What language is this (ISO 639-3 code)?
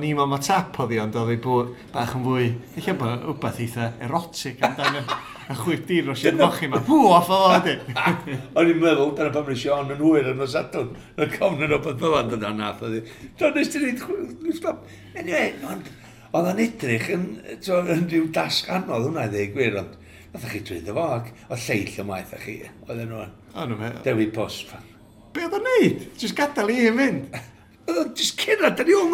cym